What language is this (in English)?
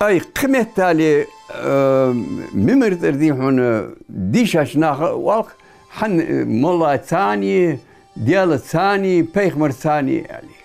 Ingush